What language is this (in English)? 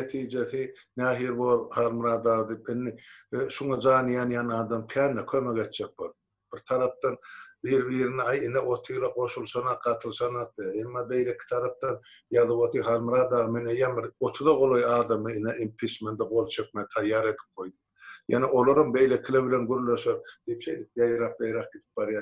Turkmen